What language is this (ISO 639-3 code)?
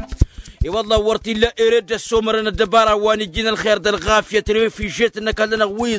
taq